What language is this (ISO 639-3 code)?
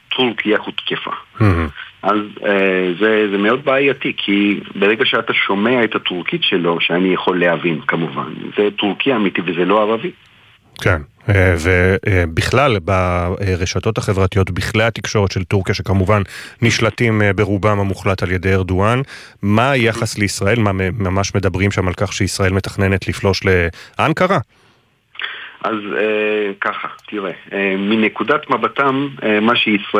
heb